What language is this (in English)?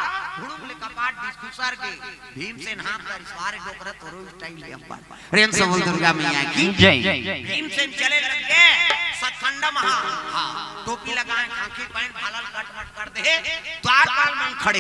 Chhattisgarhi